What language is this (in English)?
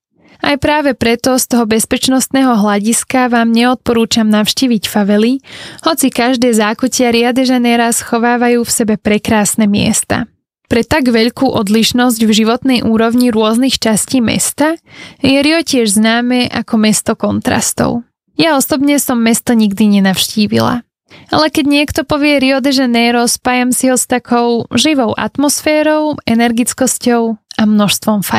Slovak